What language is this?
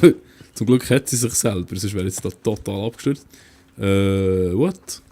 Swiss German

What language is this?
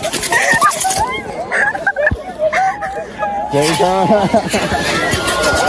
Spanish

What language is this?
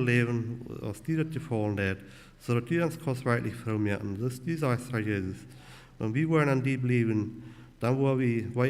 Plautdietsch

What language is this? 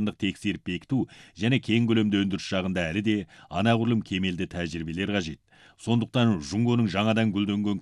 Kazakh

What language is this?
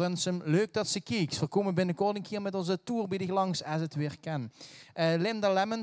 Limburgish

